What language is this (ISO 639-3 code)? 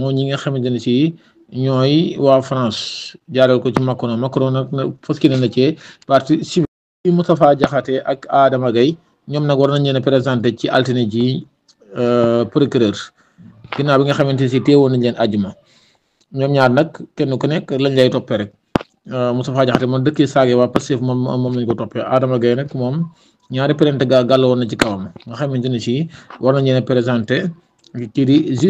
wol